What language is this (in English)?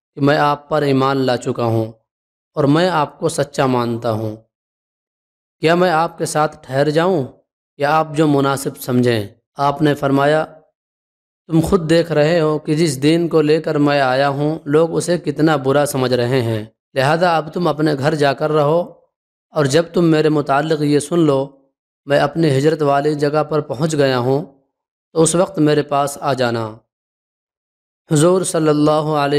Urdu